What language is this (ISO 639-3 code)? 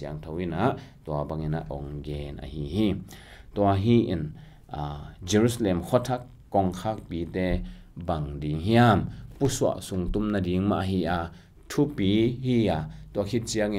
ctd